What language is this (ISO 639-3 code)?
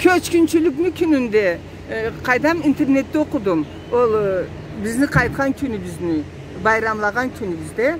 krc